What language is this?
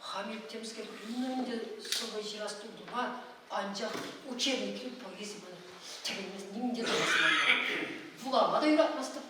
Chuvash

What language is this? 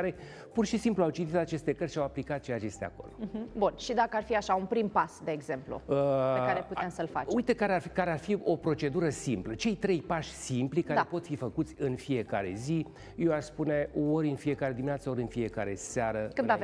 Romanian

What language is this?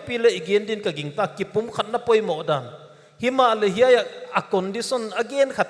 Paite Chin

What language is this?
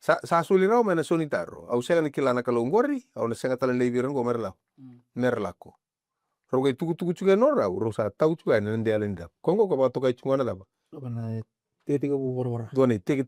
Fijian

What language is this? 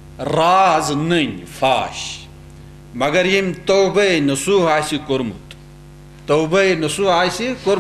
Kashmiri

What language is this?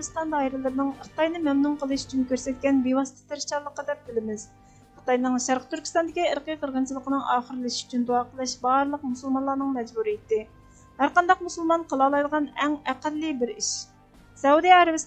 Uyghur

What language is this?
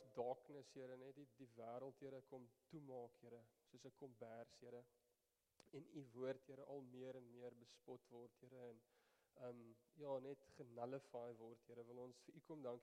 Afrikaans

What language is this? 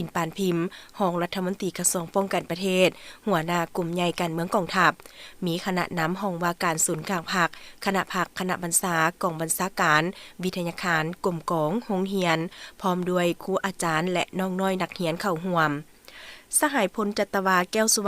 Lao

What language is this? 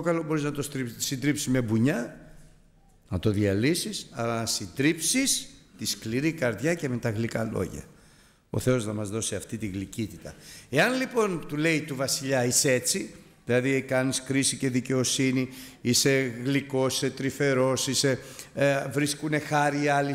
Greek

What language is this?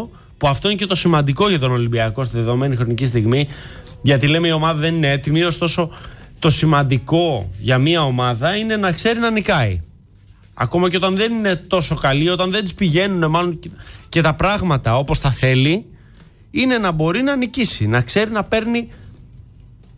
Greek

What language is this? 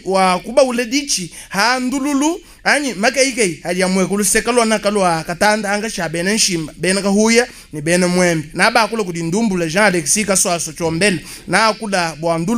Luba-Lulua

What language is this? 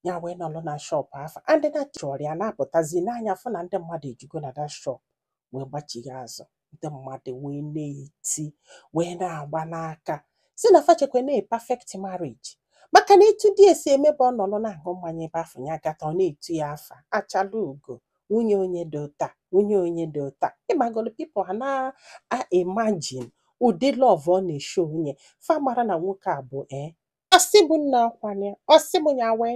Igbo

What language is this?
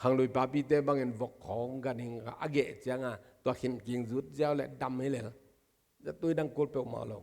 Tedim Chin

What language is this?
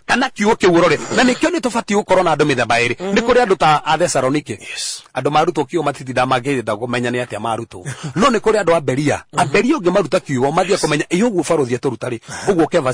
Kikuyu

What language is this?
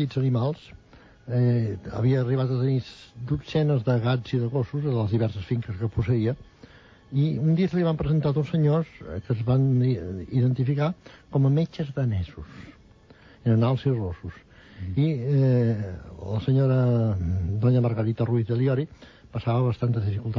Catalan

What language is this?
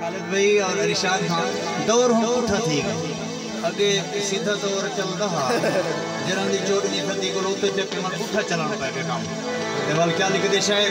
Saraiki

